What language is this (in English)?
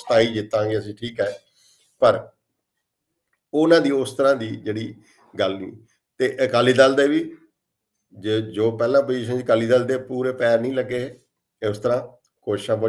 Punjabi